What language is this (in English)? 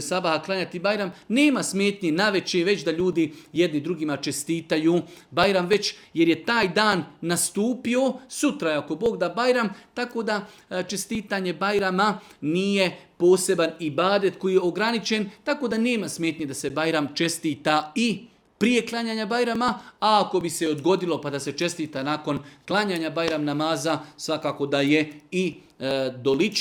Serbian